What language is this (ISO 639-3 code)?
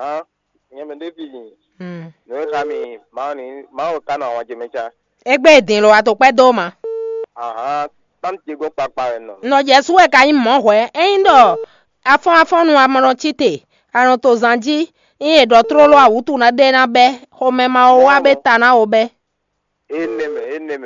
fon